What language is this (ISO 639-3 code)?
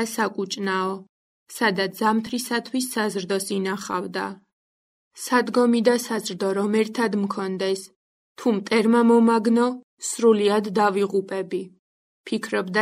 kat